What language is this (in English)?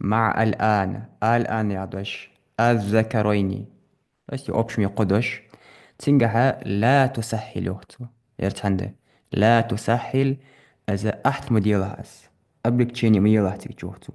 Ingush